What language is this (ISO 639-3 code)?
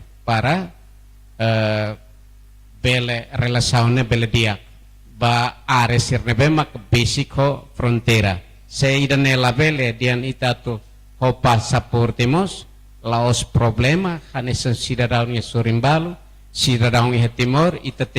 tet